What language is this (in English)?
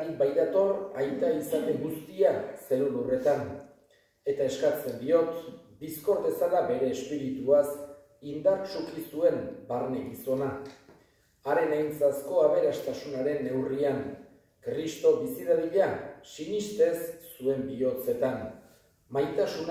Basque